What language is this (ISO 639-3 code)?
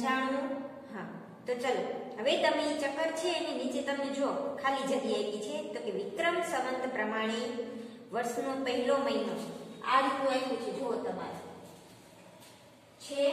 guj